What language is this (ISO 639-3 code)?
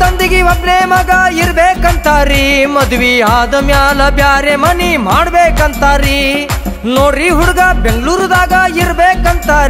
kan